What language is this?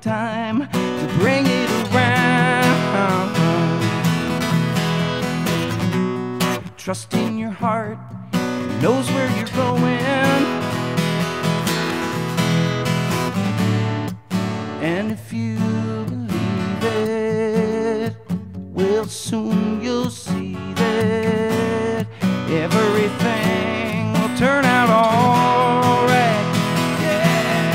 English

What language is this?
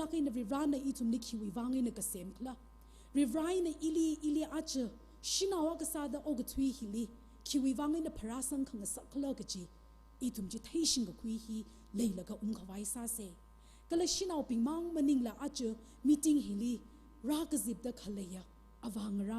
Tangkhul Naga (India)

